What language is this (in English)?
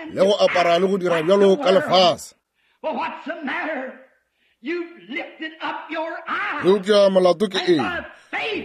Northern Sotho